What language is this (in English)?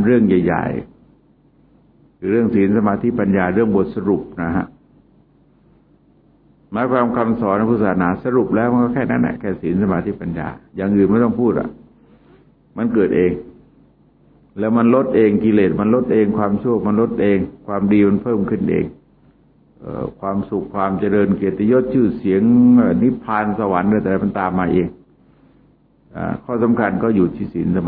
Thai